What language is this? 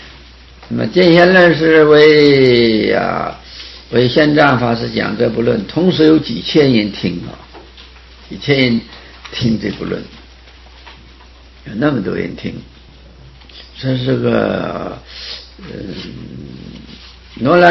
Chinese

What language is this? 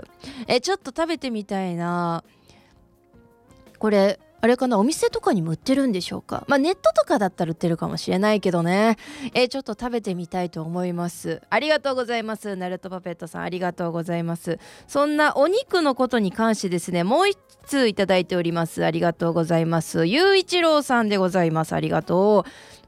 Japanese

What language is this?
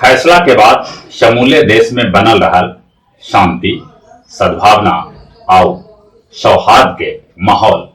Magahi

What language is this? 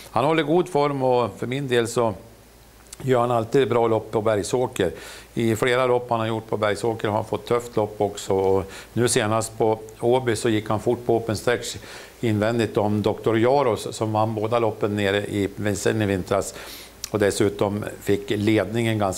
Swedish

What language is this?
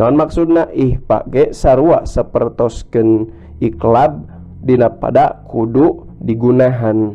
Sundanese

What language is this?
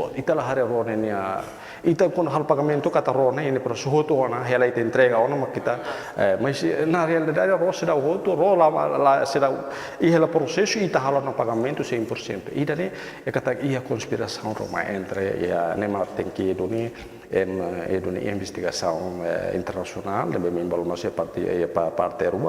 Tetum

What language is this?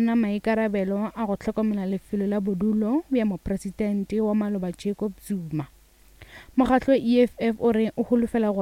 Northern Sotho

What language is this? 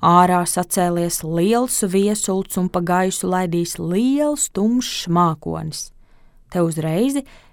Latvian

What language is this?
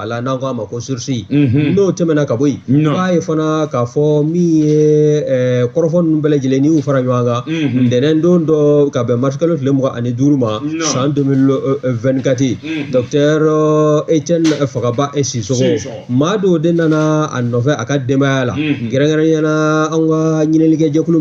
Bambara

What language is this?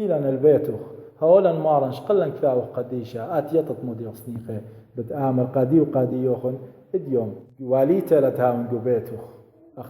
Assyrian Neo-Aramaic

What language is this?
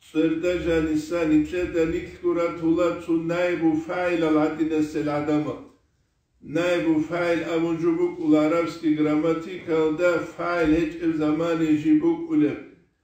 Avaric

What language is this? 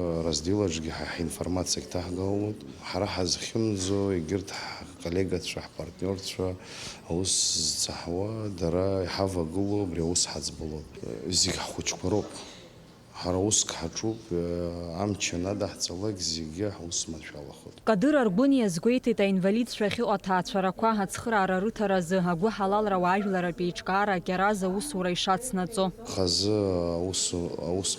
Abkhazian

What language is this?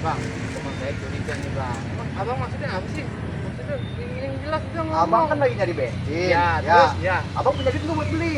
Betawi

